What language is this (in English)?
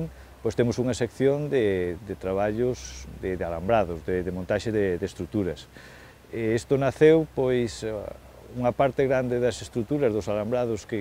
Galician